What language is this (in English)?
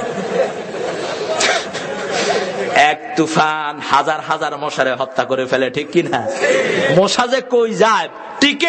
Bangla